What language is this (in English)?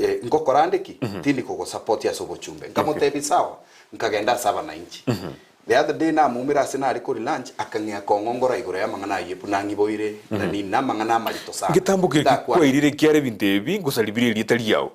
Gusii